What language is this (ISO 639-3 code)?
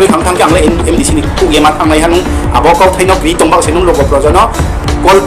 ria